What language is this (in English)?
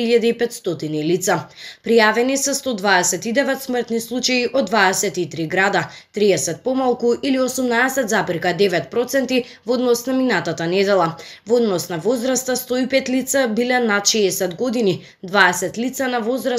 Macedonian